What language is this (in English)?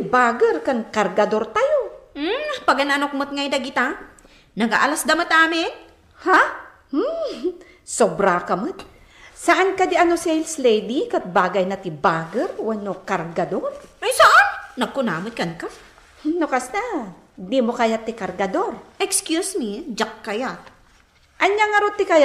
Iloko